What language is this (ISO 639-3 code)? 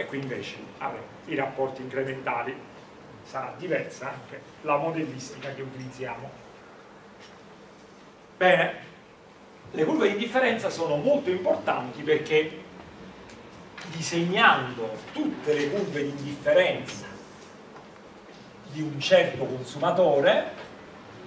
ita